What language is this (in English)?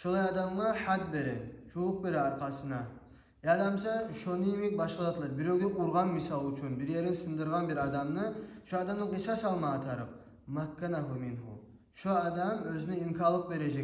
Kumyk